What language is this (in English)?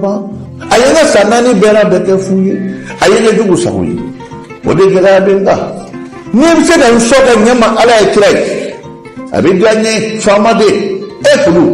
Bambara